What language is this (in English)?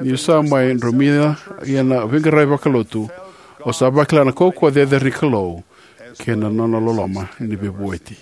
Fijian